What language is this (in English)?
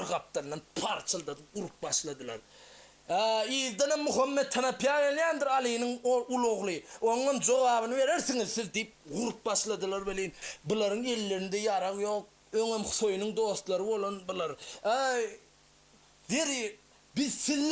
Turkmen